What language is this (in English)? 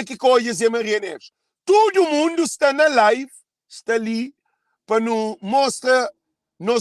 Kabuverdianu